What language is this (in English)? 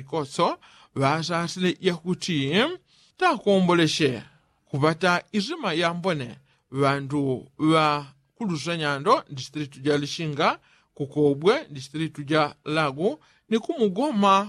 Yao